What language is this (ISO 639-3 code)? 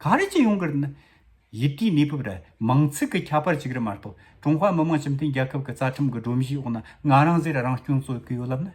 bod